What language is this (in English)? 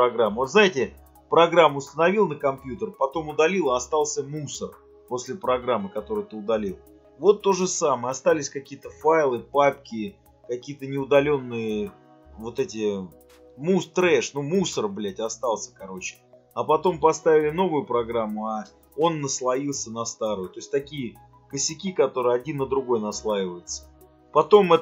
Russian